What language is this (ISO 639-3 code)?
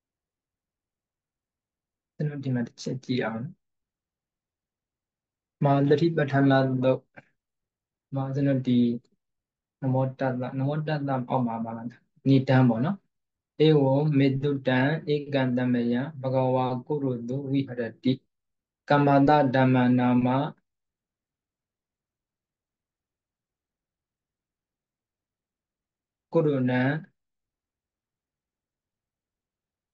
mya